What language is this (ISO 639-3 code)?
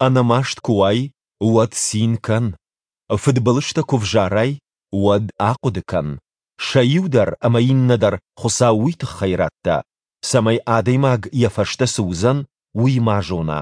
oss